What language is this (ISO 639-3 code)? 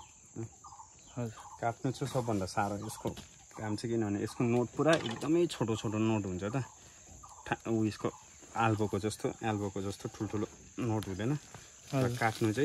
nep